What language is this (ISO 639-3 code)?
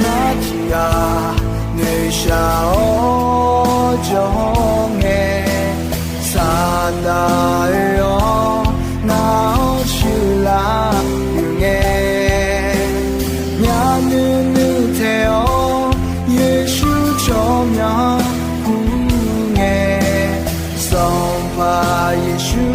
ahk